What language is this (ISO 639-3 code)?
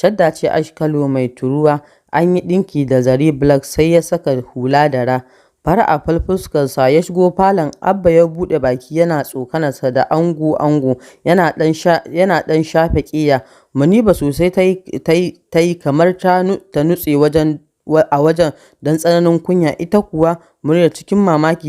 hau